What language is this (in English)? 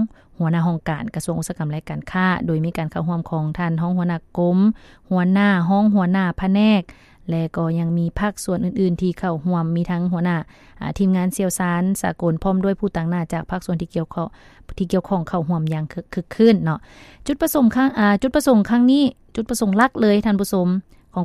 Lao